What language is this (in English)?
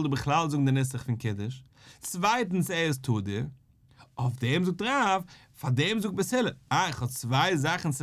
Yiddish